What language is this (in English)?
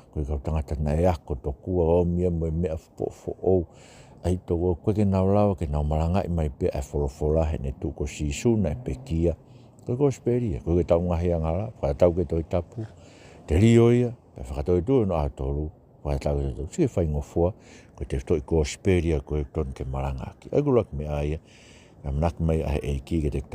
Tongan